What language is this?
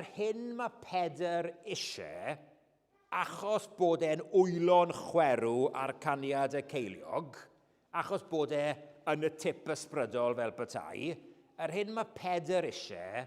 Welsh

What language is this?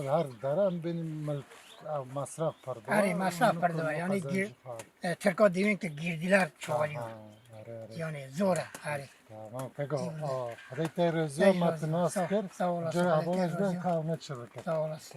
Kurdish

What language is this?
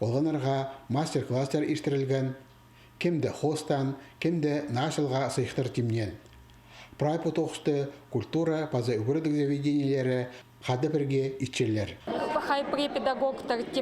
Khakas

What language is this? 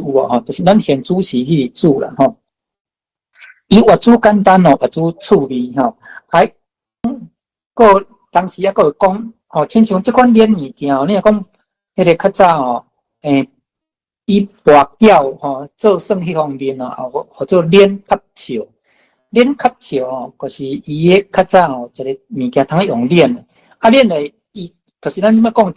Min Nan Chinese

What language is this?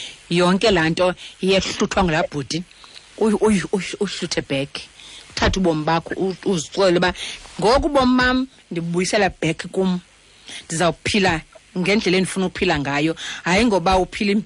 Xhosa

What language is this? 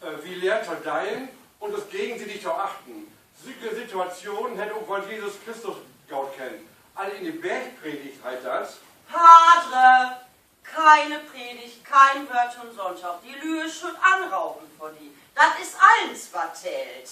Low German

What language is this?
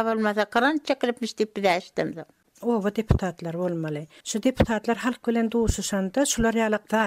Turkmen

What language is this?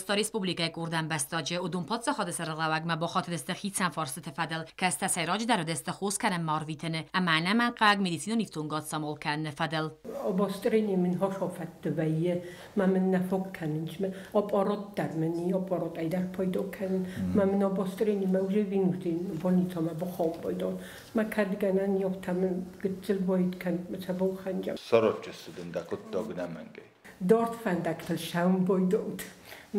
Ossetic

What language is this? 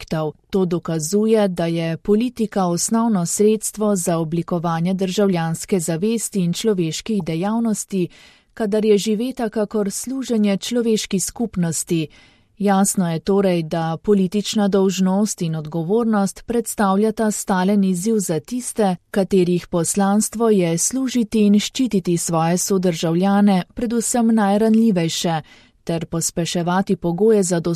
Slovenian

